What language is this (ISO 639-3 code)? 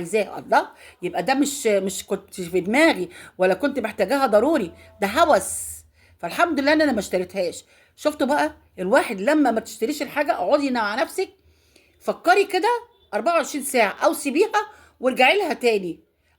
arz